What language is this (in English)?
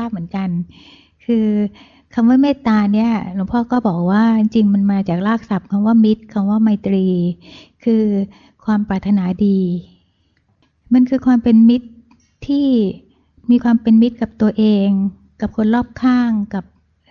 Thai